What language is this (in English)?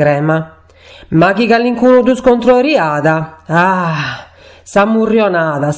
Sardinian